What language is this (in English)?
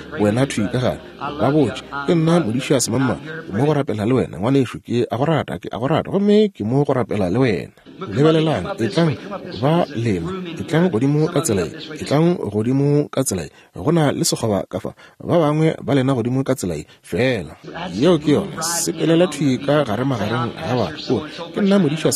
Northern Sotho